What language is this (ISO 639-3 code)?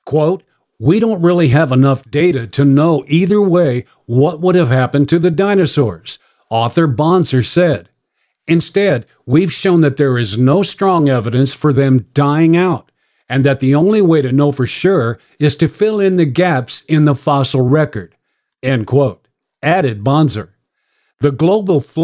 eng